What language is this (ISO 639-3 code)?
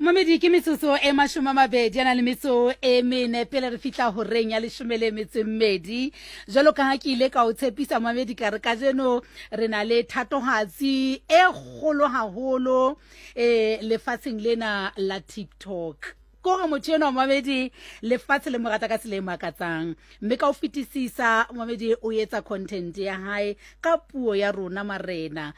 sot